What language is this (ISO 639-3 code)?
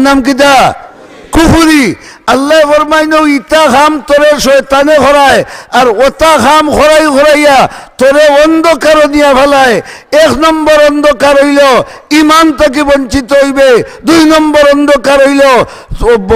syl